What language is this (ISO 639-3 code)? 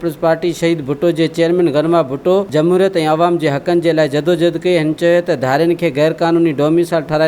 snd